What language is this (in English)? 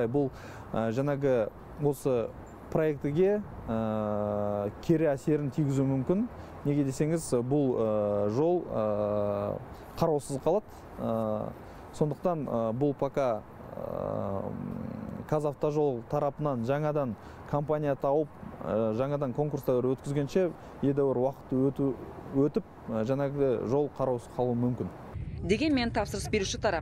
Kazakh